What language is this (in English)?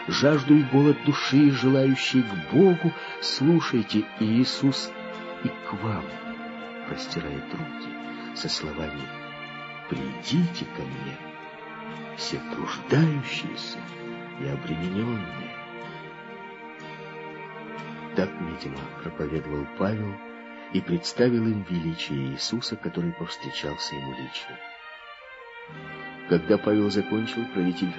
Russian